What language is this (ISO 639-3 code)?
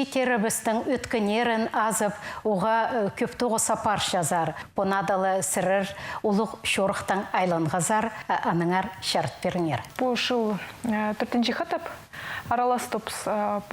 kjh